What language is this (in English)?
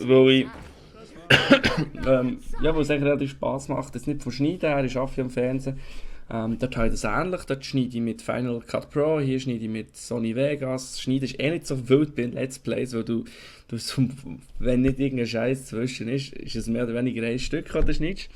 Swiss German